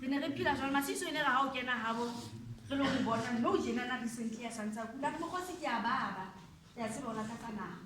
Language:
Southern Sotho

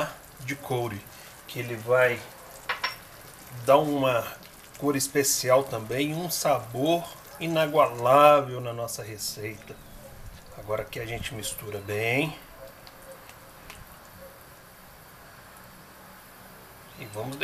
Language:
Portuguese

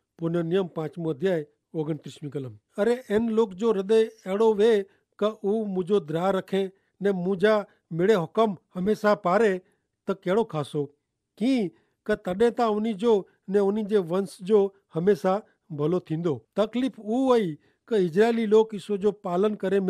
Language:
Kachhi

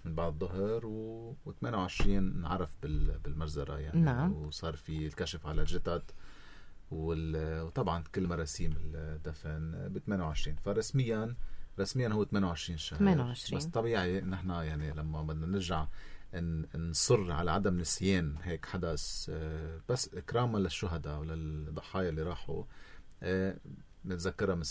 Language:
North Levantine Arabic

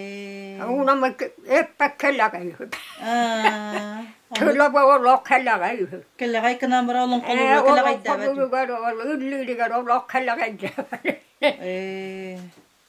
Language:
Yakut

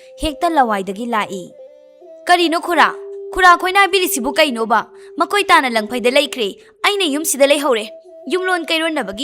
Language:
Manipuri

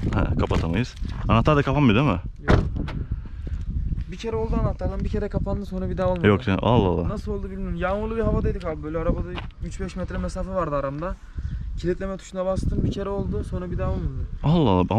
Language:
Turkish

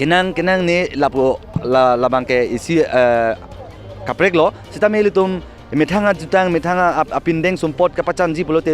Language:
Karbi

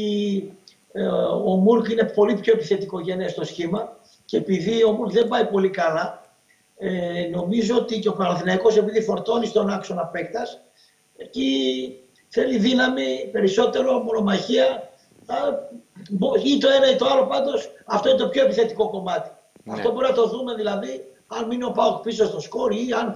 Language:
Greek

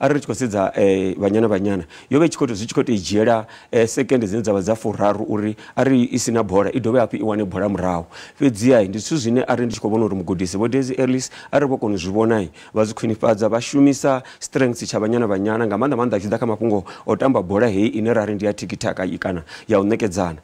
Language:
Venda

